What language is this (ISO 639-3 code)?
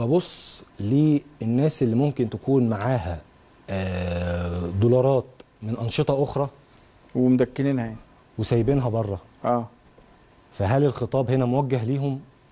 arz